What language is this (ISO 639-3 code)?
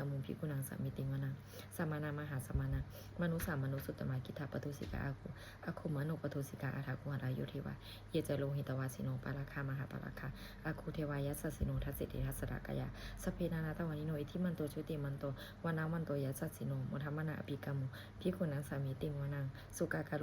pli